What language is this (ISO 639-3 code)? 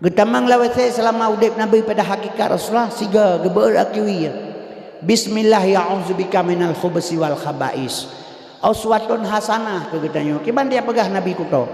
ace